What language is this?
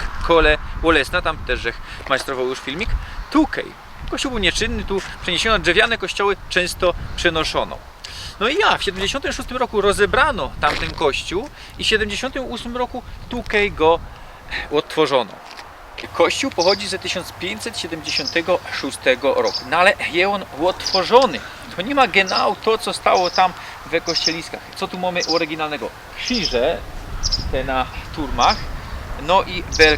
Silesian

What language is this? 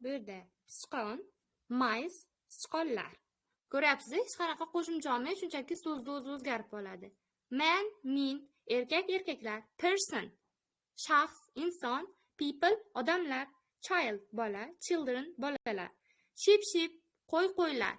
Uzbek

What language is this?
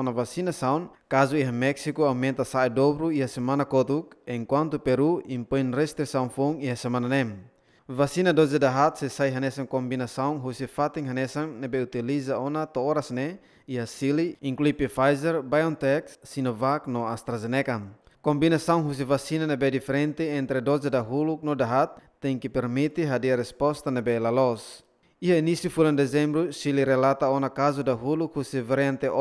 Tetum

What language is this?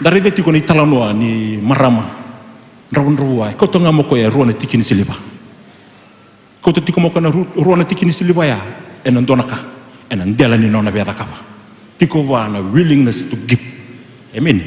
Fijian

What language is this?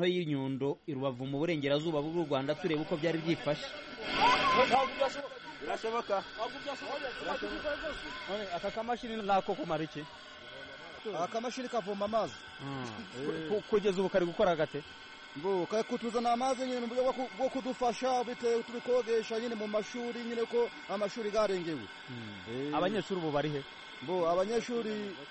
Kinyarwanda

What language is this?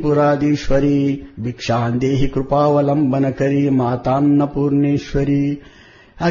Telugu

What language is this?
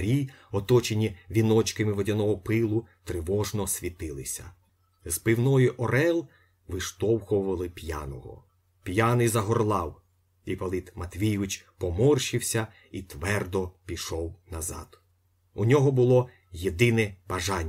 Ukrainian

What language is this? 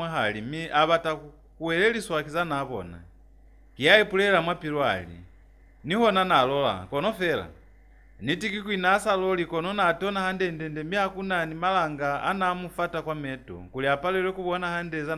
Lozi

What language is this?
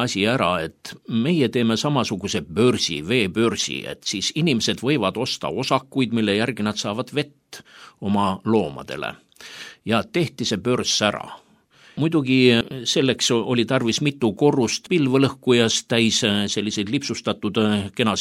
Estonian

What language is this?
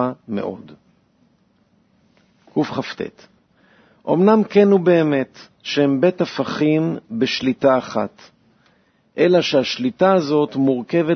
Hebrew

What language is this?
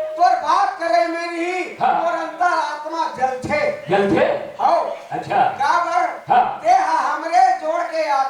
Chhattisgarhi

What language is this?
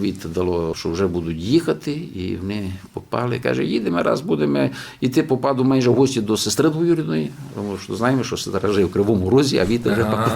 Rusyn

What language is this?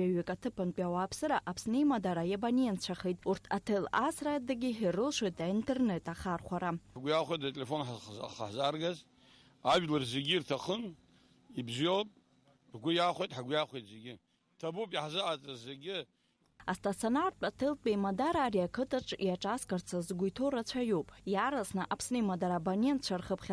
Abkhazian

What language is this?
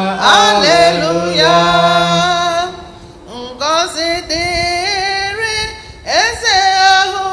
Igbo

